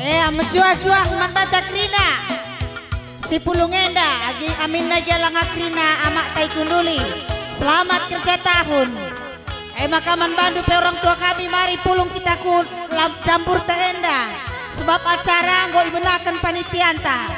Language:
Batak Karo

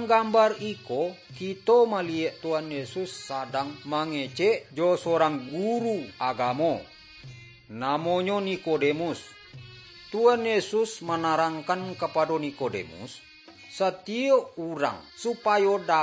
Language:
Minangkabau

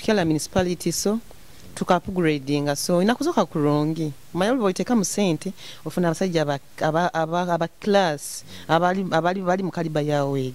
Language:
Nyoro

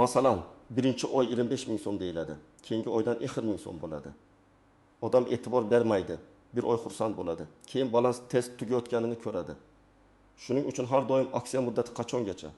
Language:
Uzbek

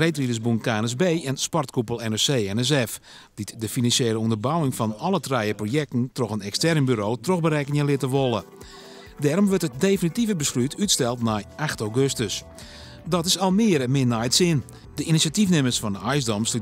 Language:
Western Frisian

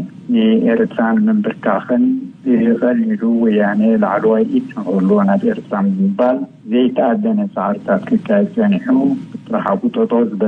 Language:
Tigrinya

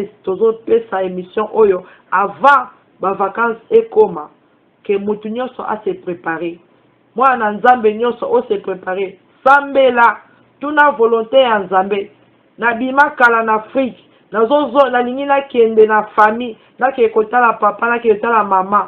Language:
Lingala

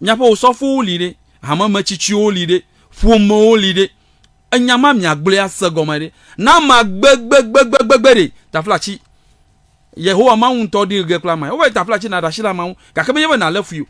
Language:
Ewe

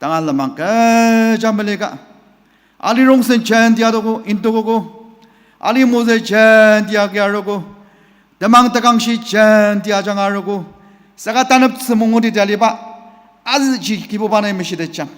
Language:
Ao Naga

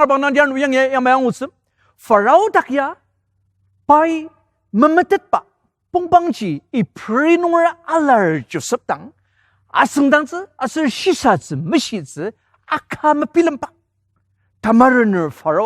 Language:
Ao Naga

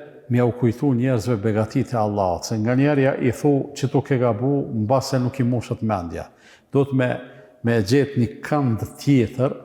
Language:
Albanian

